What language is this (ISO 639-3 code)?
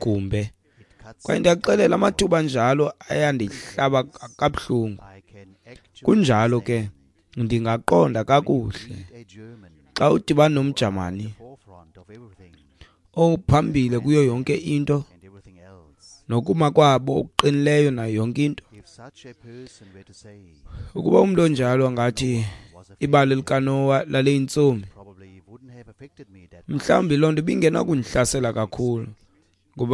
xho